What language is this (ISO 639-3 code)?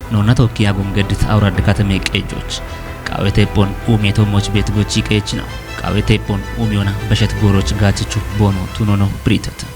kbr